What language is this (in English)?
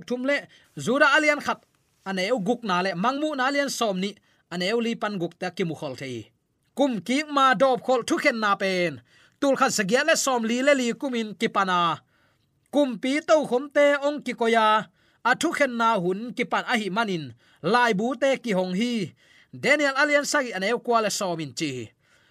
Tedim Chin